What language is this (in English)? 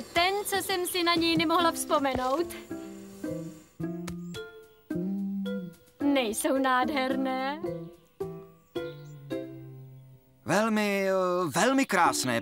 Czech